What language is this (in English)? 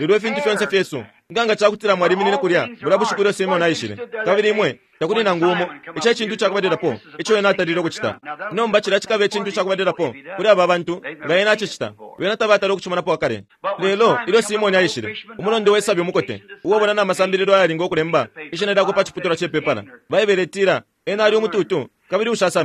Bemba